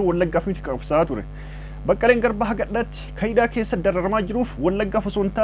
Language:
Oromo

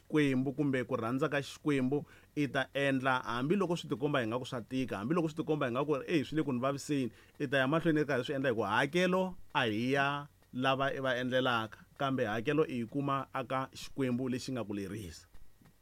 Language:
Tsonga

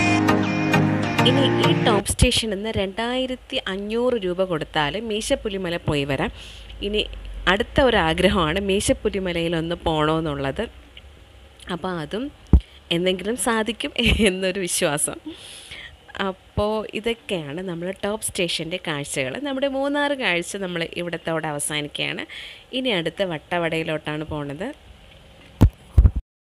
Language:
Malayalam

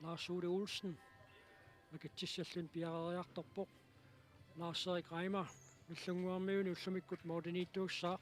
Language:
Kalaallisut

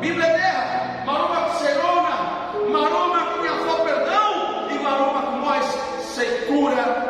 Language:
Tetum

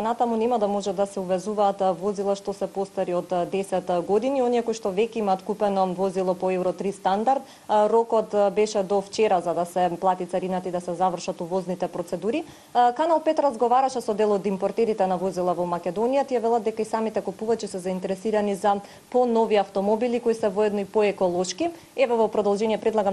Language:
Macedonian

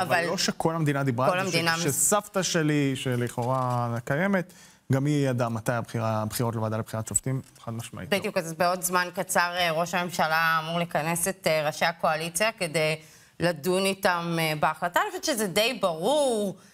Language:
Hebrew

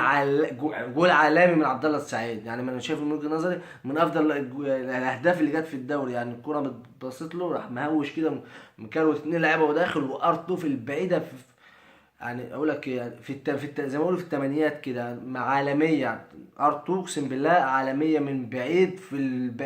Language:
Egyptian Arabic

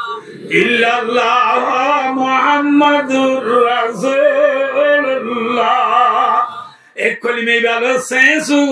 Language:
Rohingya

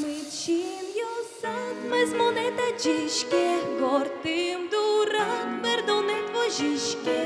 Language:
Udmurt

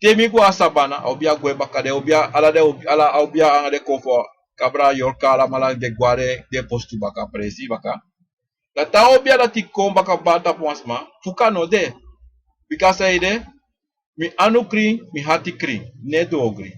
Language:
Sranan Tongo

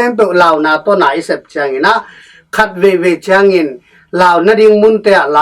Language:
Tedim Chin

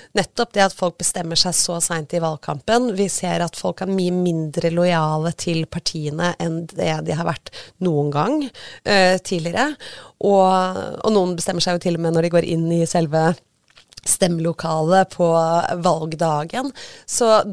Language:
Norwegian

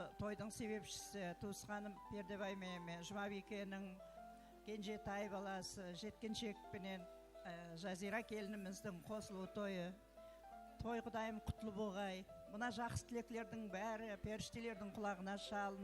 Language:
Kara-Kalpak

